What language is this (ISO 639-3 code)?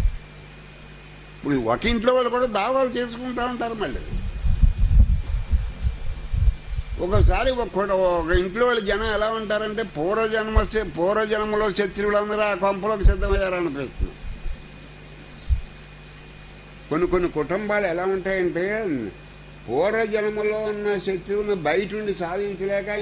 tel